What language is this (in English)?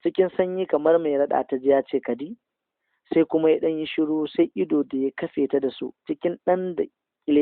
Hausa